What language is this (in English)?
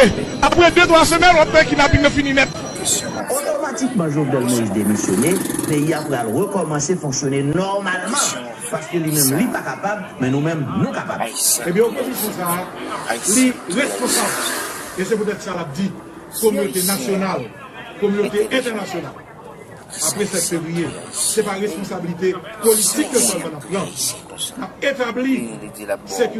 Haitian Creole